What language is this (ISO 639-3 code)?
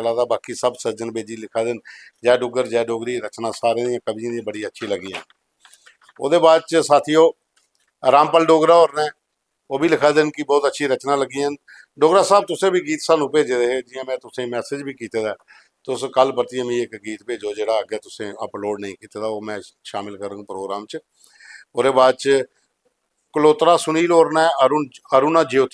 doi